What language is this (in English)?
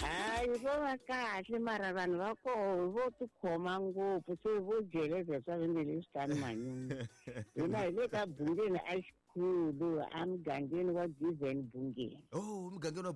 Tsonga